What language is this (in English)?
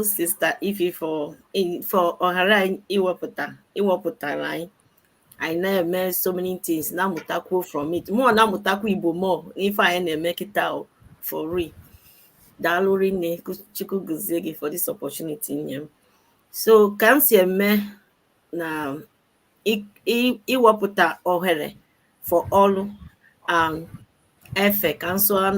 Igbo